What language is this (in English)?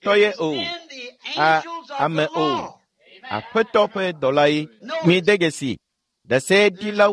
Ewe